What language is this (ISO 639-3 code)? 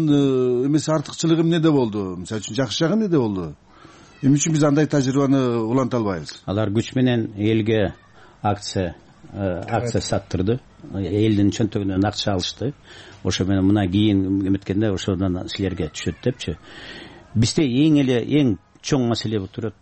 kir